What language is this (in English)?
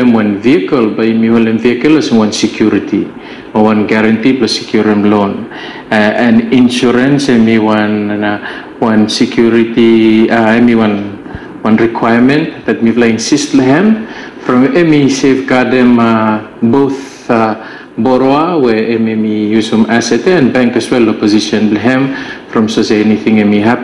Bislama